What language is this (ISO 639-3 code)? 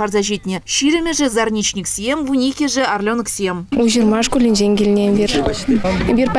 chv